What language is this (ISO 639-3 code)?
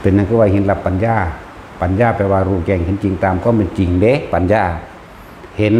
tts